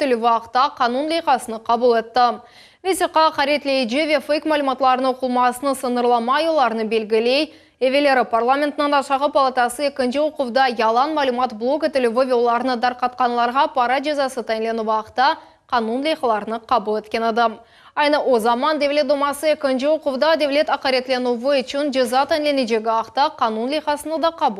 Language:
Crimean Tatar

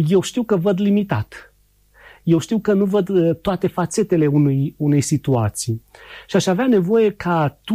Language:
Romanian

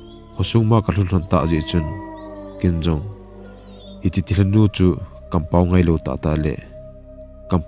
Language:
Thado Chin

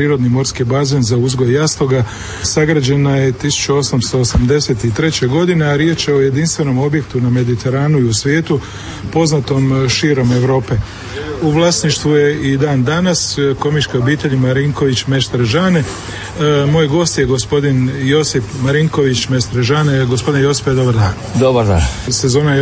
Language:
Croatian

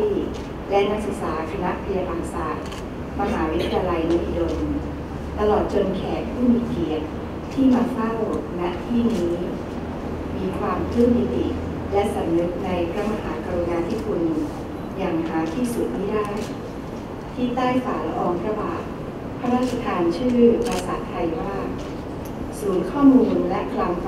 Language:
Thai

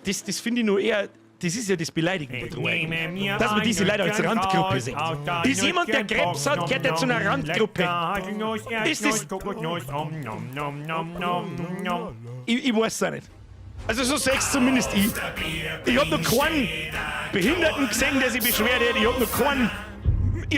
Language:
Bavarian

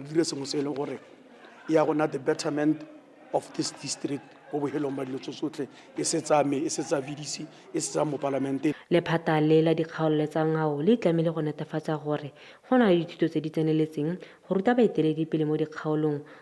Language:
Tswana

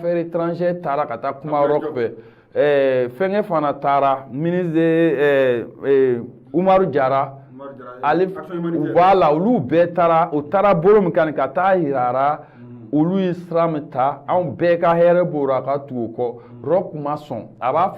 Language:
Bambara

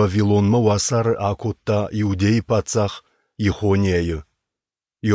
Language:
Ossetic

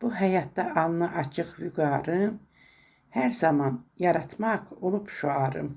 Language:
Azerbaijani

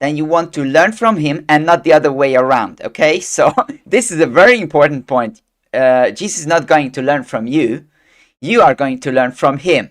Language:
English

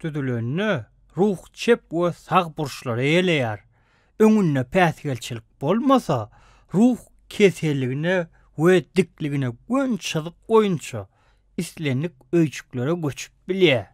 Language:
Turkmen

